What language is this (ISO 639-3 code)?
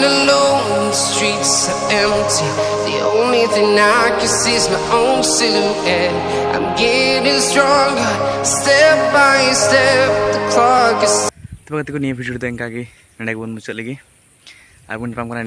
sat